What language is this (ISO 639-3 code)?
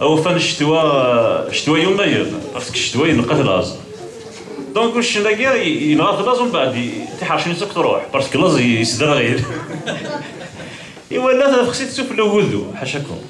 kab